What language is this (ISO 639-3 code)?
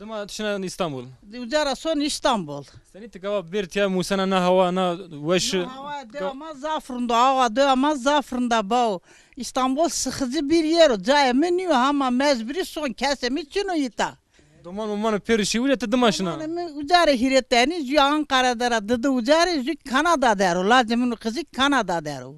zza